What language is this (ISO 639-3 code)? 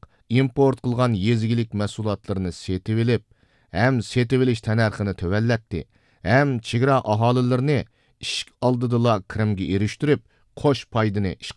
uig